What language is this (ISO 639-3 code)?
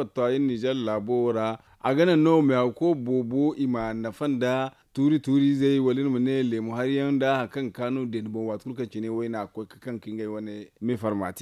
dje